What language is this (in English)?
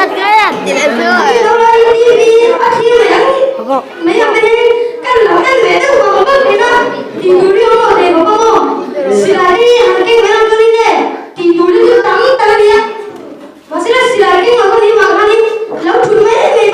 Mizo